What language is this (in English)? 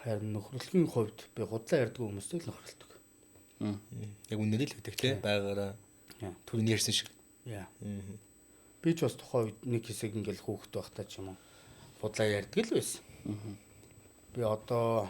Mongolian